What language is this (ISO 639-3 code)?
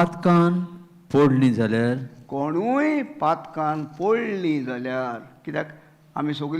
kok